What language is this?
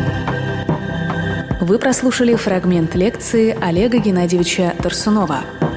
Russian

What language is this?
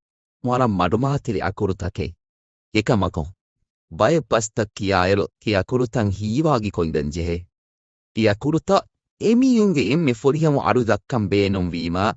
Divehi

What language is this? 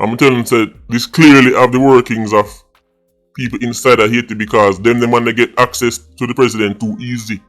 Jamaican Creole English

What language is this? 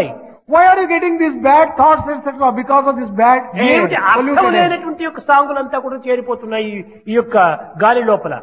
Telugu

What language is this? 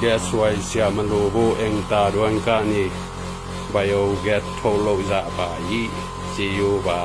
Tedim Chin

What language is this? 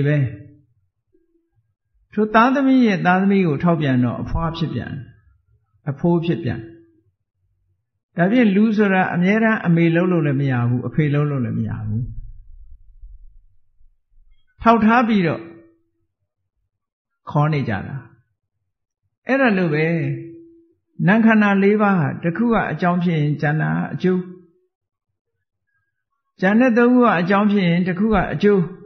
Burmese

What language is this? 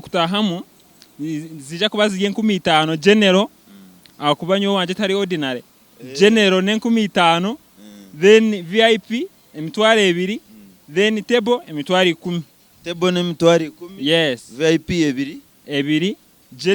Nyankole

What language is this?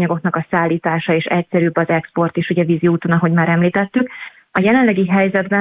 Hungarian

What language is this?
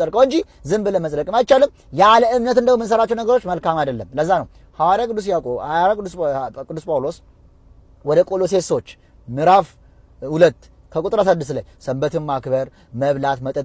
Amharic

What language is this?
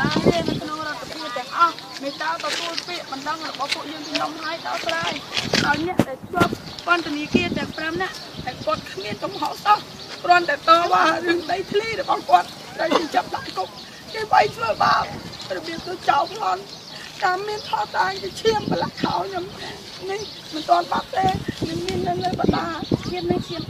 Khmer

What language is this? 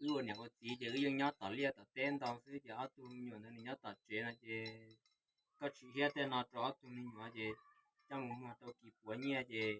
Hmong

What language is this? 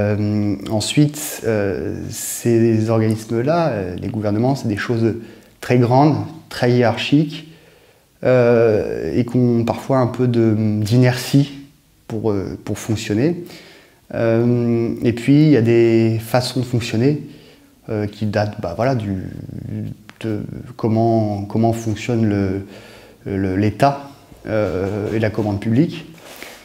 French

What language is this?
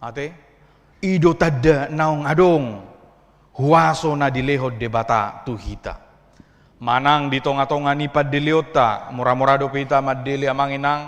Batak Toba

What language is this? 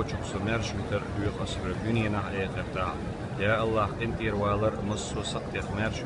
Chechen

